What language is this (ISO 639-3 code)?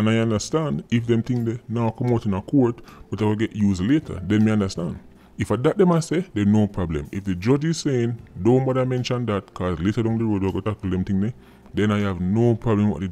jam